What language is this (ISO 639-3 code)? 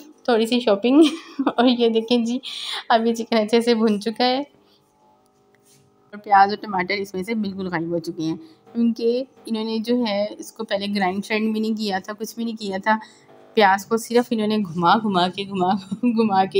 hin